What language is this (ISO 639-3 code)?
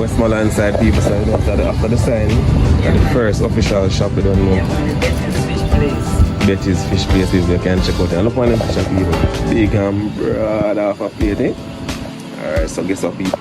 jam